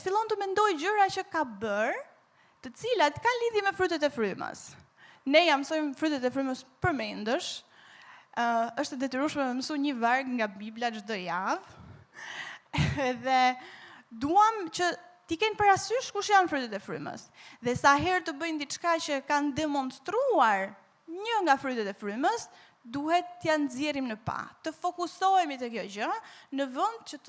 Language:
Albanian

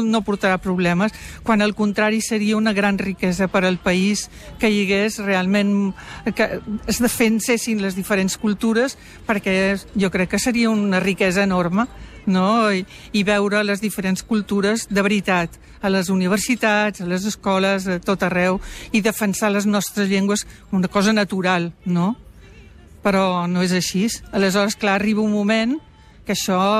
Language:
Catalan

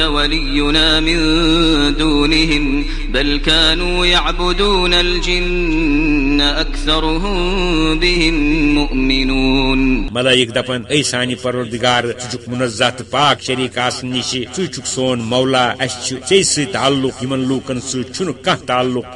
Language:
Kashmiri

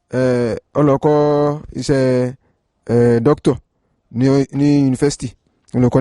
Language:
Yoruba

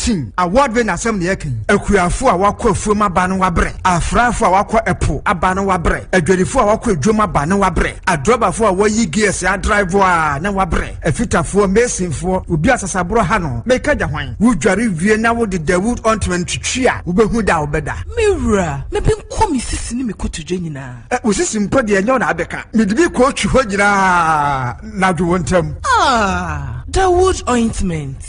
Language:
Akan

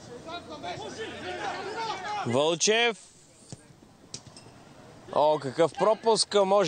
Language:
Bulgarian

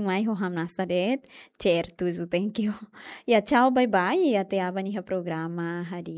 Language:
Tetum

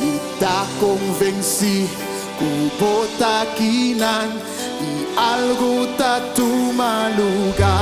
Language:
Papiamento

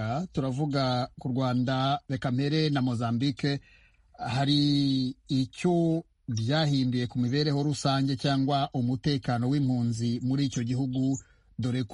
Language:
Kinyarwanda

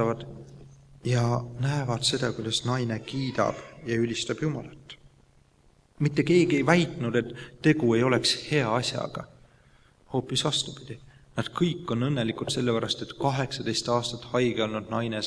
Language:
Estonian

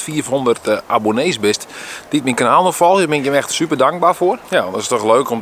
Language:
Western Frisian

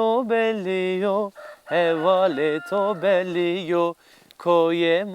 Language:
Zaza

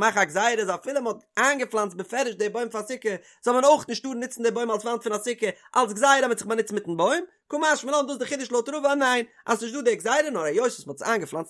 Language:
Yiddish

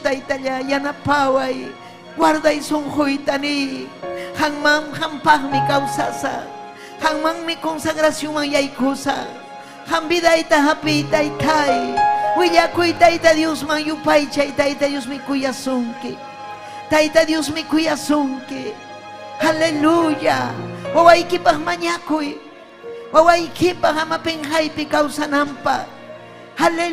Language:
Ayacucho Quechua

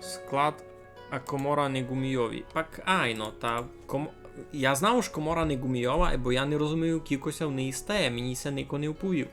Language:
Rusyn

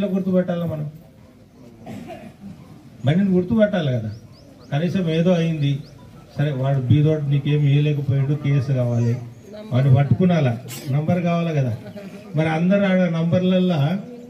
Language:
Telugu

